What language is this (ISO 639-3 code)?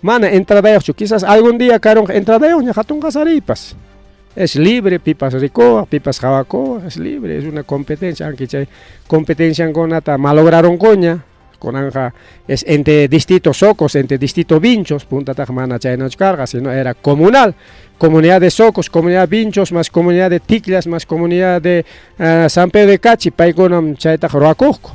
quy